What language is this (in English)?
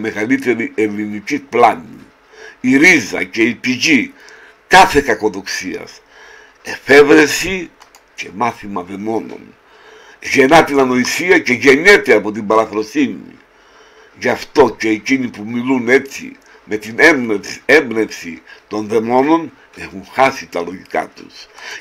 Greek